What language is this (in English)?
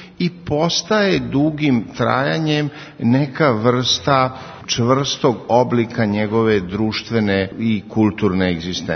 Serbian